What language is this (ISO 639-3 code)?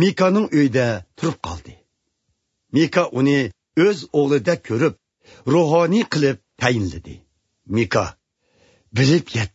uig